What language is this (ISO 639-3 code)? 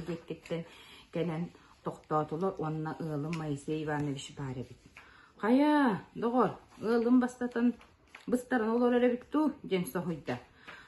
sah